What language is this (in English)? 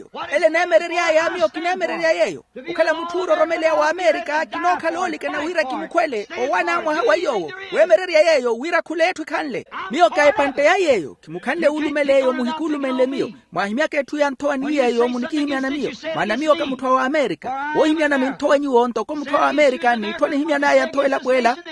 Makhuwa